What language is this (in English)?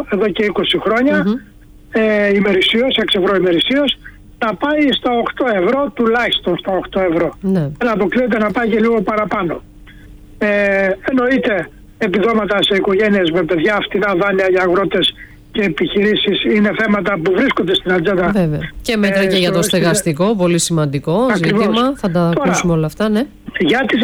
Greek